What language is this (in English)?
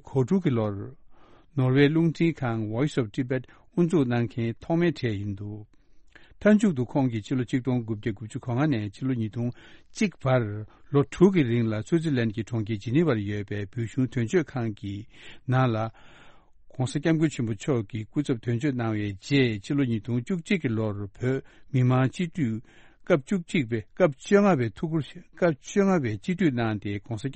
Tibetan